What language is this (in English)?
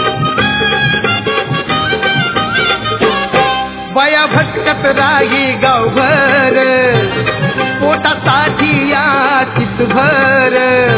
Marathi